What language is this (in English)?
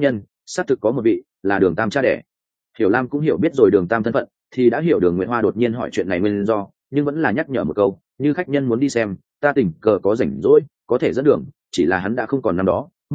Vietnamese